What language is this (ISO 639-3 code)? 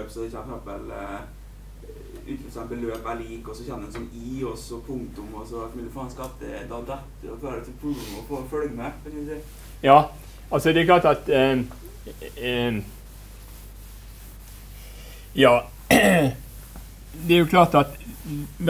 nor